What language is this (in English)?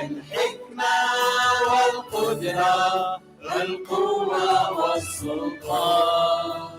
Mesopotamian Arabic